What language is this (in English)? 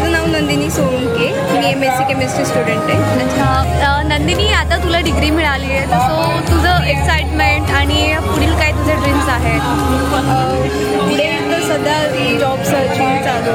Marathi